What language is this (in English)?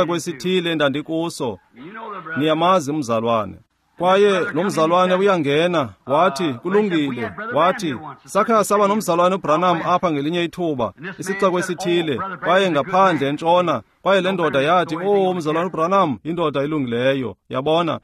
Xhosa